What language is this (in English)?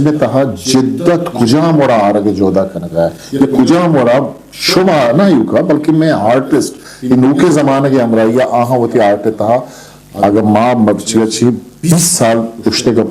Eastern Balochi